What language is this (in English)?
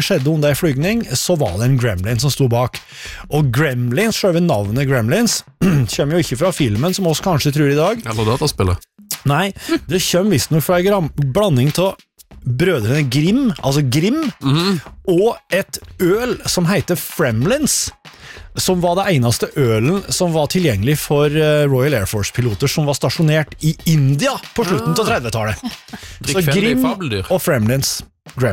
Norwegian